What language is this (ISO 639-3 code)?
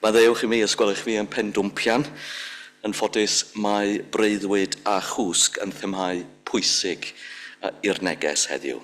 cym